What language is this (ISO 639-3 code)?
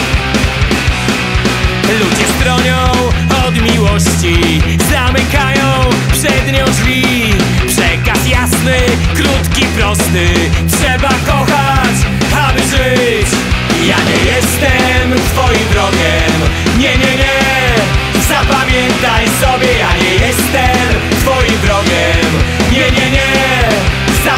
pol